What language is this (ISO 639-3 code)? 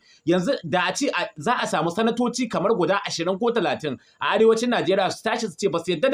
hau